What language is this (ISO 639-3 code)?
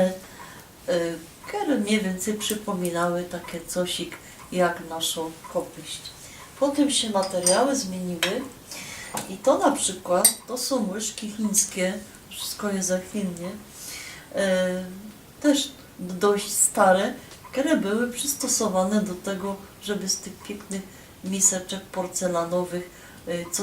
szl